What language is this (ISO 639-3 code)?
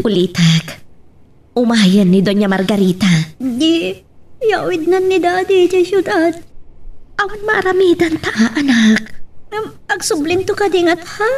ilo